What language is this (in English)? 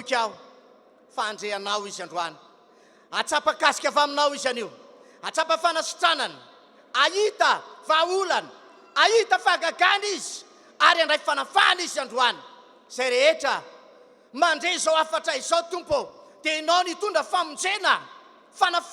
Malagasy